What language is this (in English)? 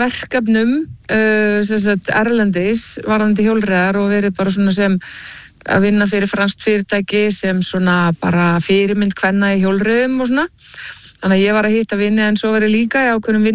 Icelandic